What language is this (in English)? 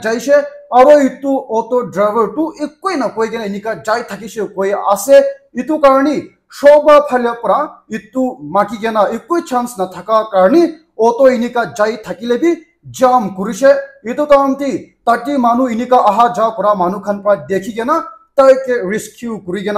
Naga Pidgin